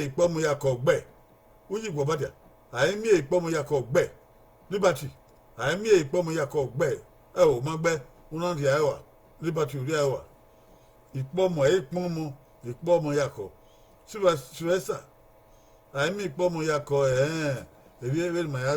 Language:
Bini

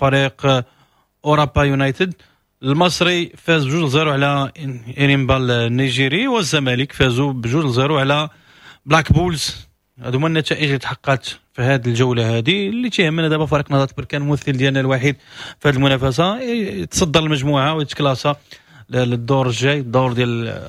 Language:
Moroccan Arabic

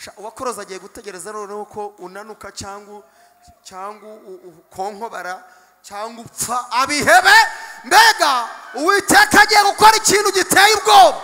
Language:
Kinyarwanda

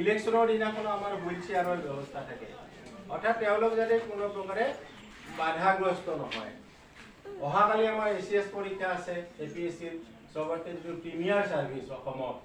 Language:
Assamese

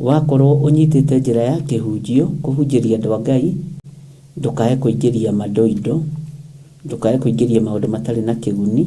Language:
Kikuyu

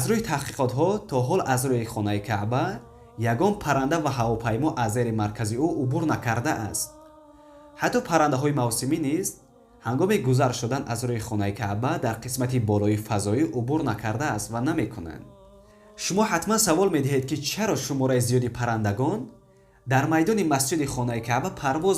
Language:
Tajik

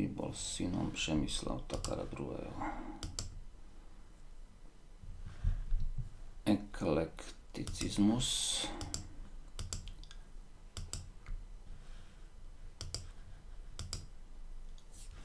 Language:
Slovak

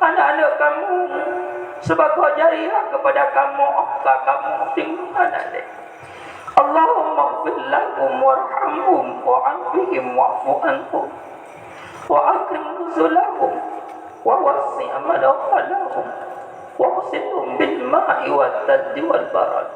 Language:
Achinese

